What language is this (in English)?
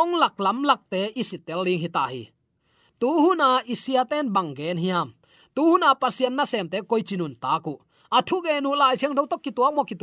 Tedim Chin